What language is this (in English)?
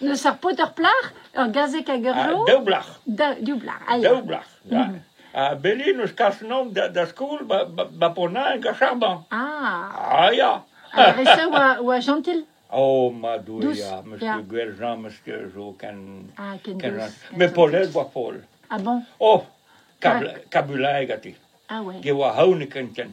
Breton